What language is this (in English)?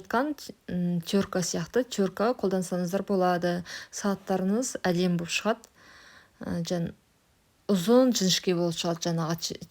Kazakh